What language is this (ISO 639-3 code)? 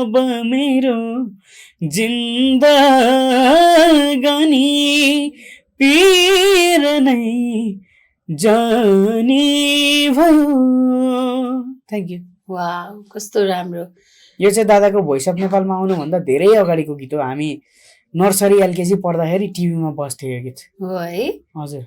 nep